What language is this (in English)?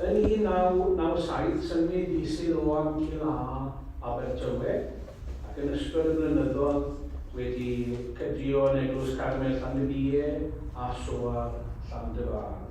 Welsh